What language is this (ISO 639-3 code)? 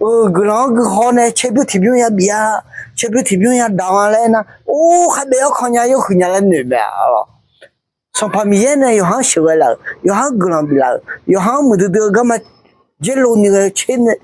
ahk